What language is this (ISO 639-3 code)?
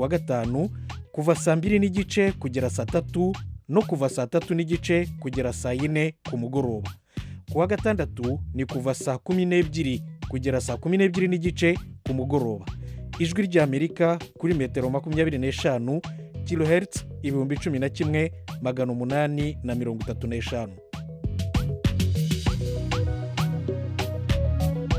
kin